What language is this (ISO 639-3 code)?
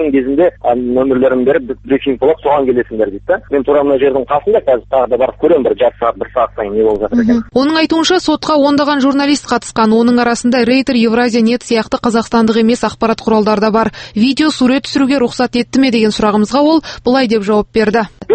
kaz